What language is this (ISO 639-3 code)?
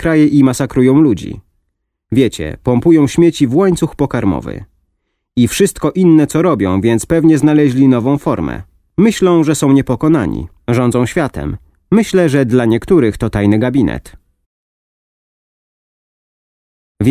pol